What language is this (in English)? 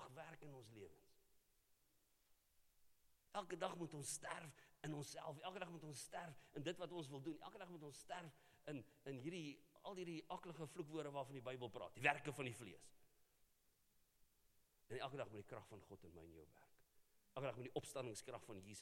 Afrikaans